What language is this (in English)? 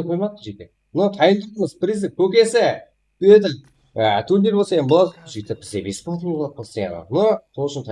Kara-Kalpak